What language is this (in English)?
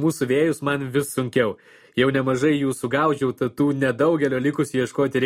Lithuanian